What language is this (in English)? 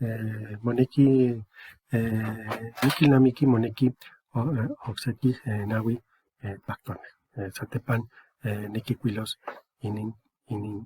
Eastern Huasteca Nahuatl